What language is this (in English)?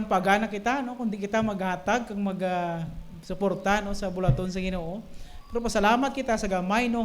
Hiligaynon